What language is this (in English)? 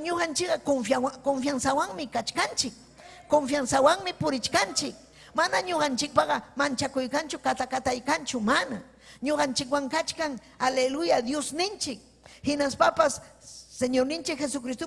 Ayacucho Quechua